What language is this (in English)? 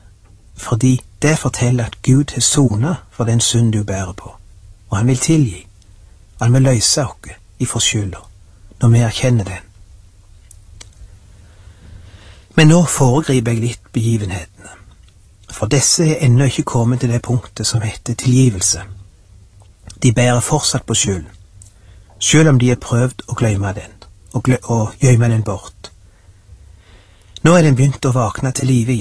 Norwegian